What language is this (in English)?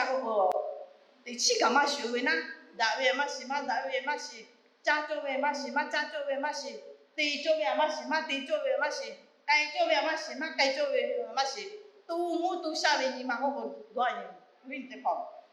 Lahu